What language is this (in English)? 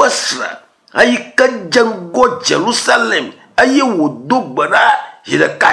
Ewe